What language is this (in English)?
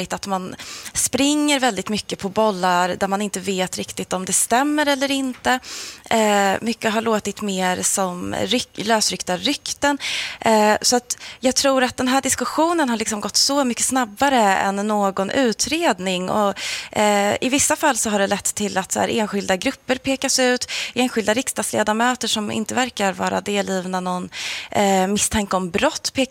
Swedish